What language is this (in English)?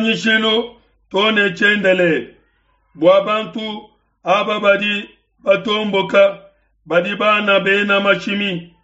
Luba-Lulua